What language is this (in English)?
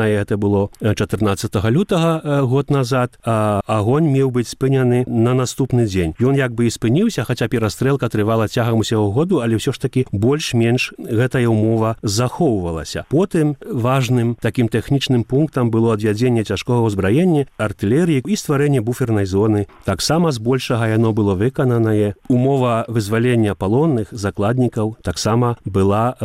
Belarusian